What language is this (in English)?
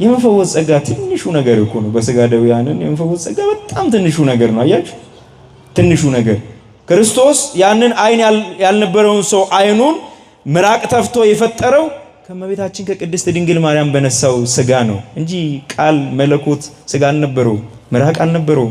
Amharic